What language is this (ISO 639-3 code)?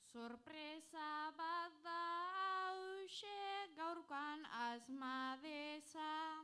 eus